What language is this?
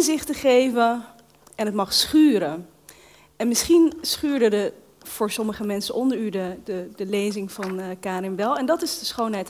Dutch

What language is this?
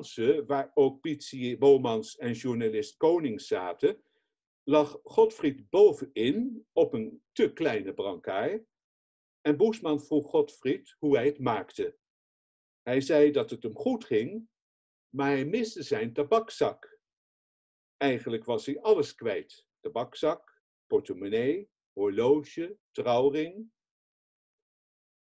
Dutch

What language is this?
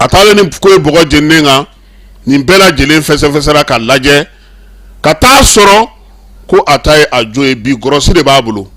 Bambara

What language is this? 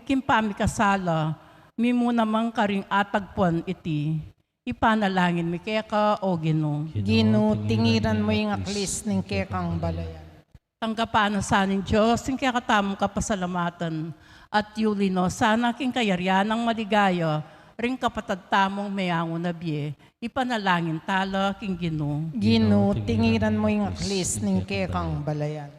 Pampanga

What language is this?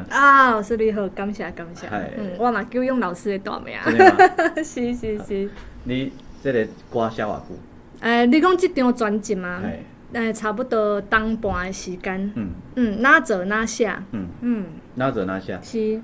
Min Nan Chinese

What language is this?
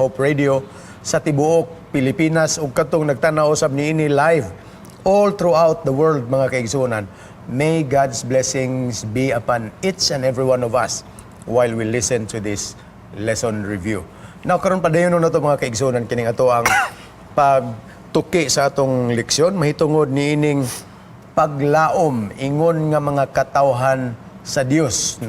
Cebuano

